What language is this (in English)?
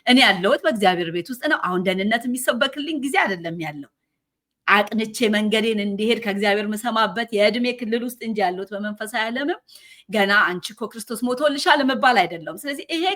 Amharic